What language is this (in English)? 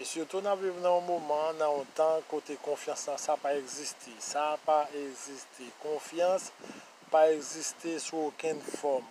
Haitian Creole